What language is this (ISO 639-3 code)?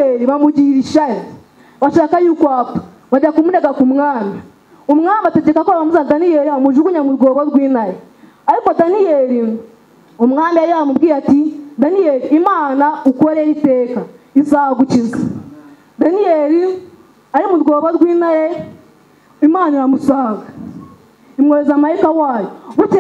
kin